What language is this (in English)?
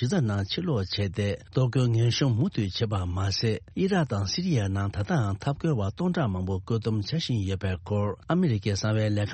Tibetan